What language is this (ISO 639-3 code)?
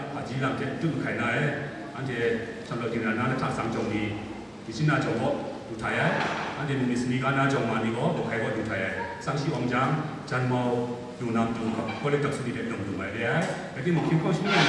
kac